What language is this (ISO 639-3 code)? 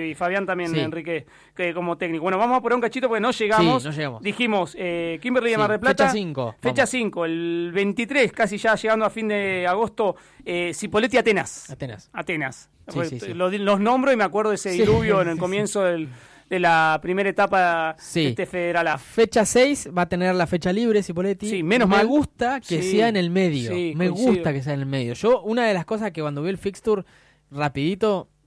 spa